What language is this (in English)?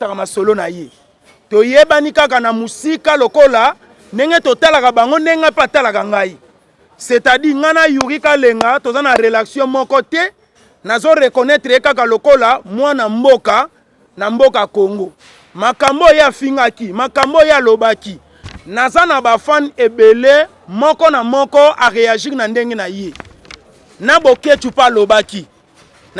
Lingala